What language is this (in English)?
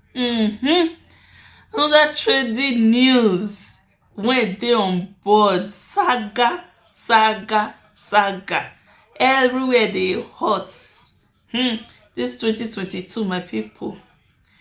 Nigerian Pidgin